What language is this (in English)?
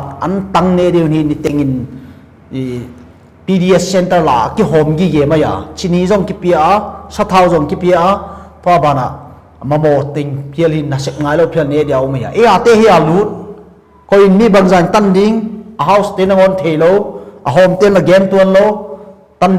Paite Chin